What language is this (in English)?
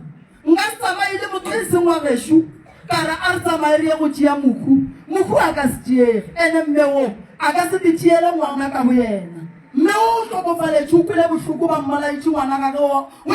Northern Sotho